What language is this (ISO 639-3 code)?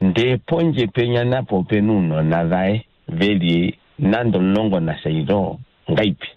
kua